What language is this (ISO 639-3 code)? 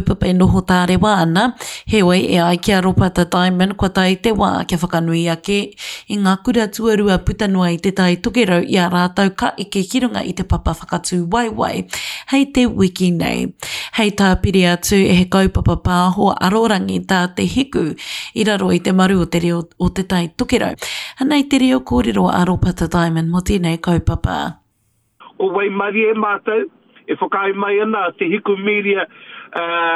mri